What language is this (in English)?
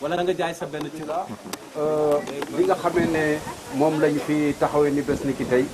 Wolof